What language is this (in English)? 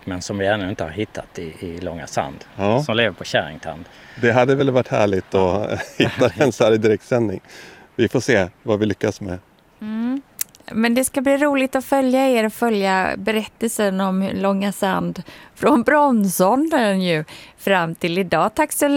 Swedish